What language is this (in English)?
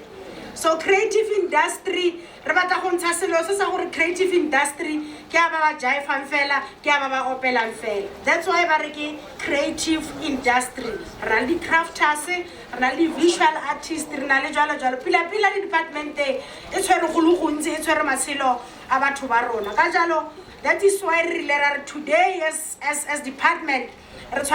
Tswana